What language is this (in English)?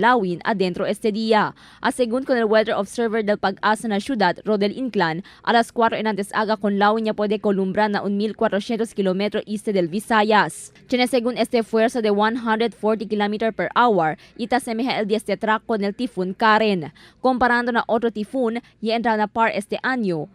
Chavacano